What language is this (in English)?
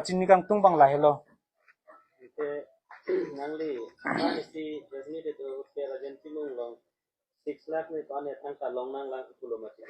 Karbi